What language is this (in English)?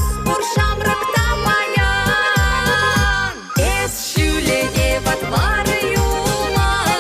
Chuvash